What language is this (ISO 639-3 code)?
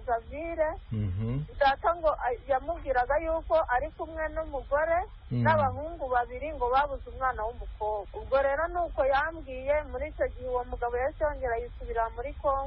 kin